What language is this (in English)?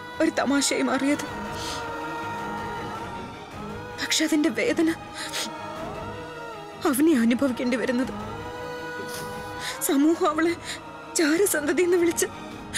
Malayalam